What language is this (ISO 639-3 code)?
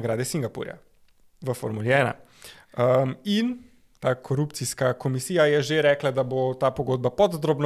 slv